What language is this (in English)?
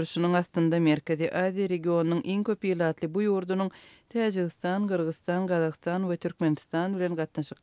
Turkmen